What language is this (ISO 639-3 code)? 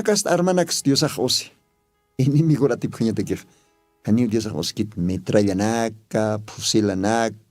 aym